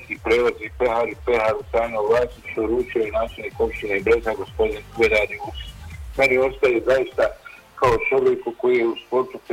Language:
Bosnian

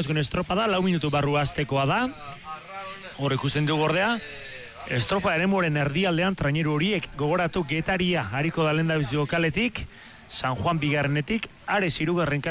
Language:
Basque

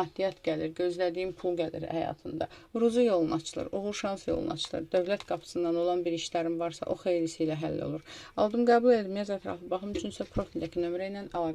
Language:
Azerbaijani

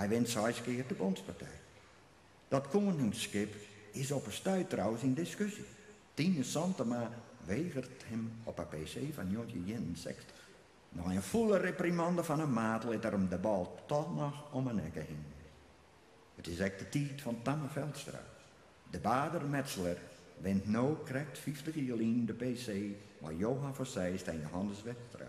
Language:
Western Frisian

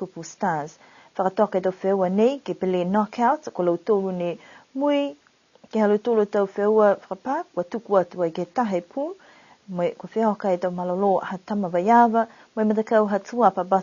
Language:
Niuean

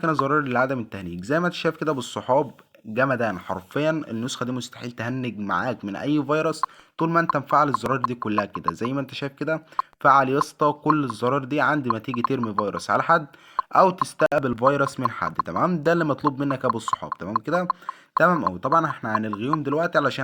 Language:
Egyptian Arabic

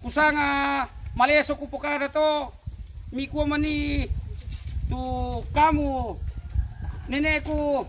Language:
Toraja-Sa'dan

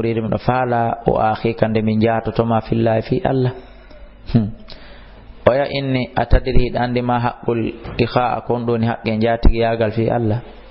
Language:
Fula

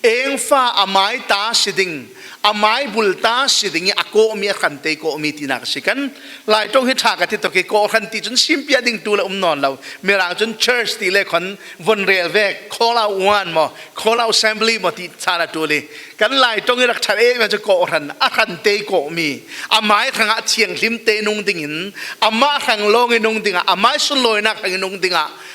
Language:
Falam Chin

